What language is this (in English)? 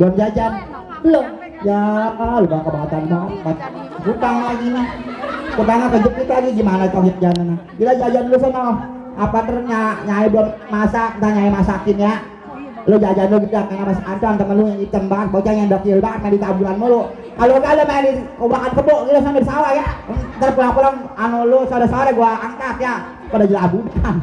Betawi